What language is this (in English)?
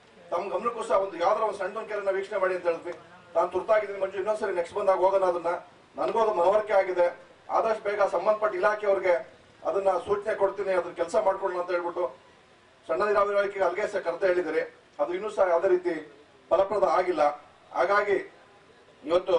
Kannada